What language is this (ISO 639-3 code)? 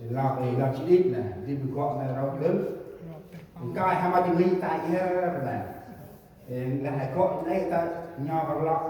cmo